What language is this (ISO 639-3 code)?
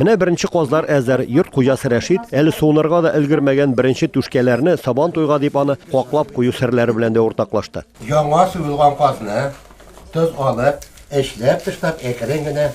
tat